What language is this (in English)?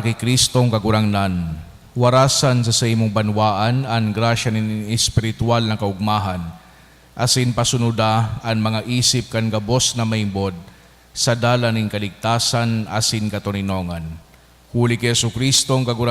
Bikol